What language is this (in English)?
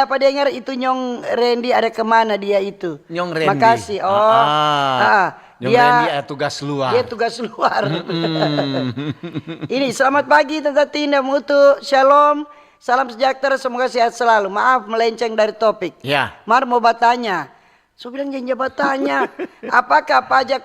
Manado Malay